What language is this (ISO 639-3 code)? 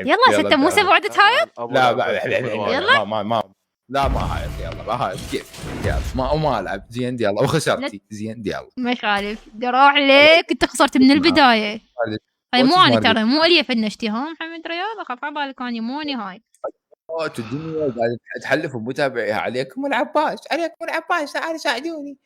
acm